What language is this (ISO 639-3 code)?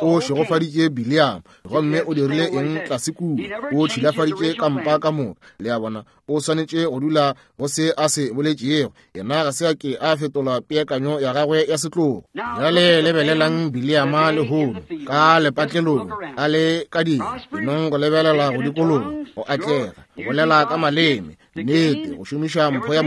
nso